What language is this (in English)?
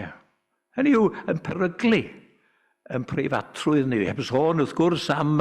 Welsh